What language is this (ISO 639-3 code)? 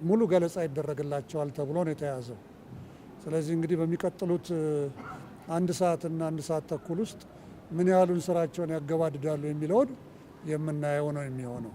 amh